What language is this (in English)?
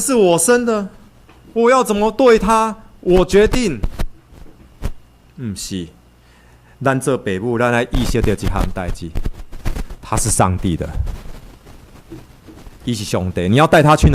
Min Nan Chinese